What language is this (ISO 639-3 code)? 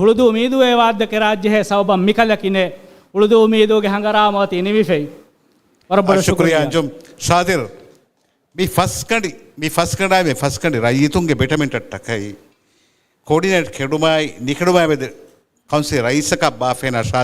div